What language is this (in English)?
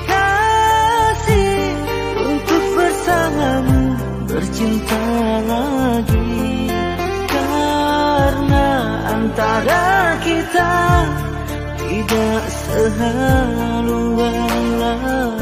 Indonesian